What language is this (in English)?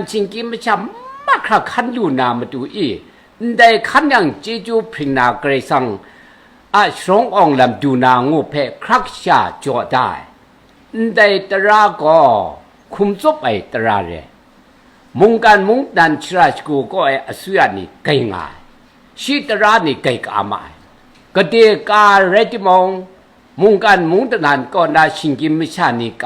Kachin